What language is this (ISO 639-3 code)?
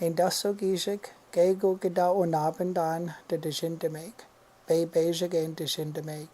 ciw